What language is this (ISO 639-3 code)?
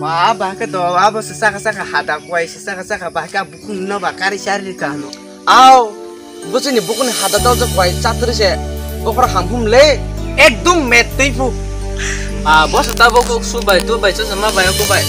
trp